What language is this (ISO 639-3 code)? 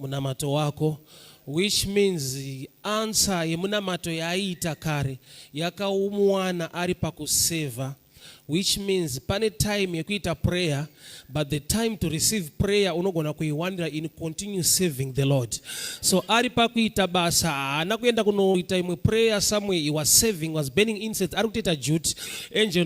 sna